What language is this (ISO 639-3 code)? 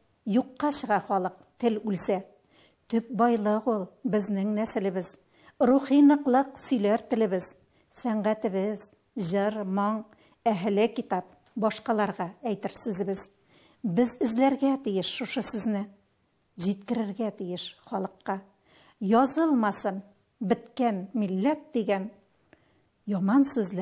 tat